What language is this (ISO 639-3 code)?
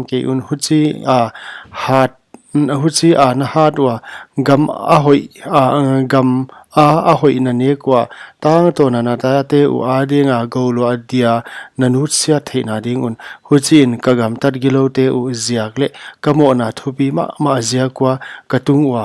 pck